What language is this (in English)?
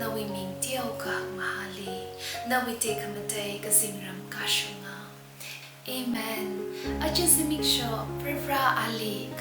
Tangkhul Naga (India)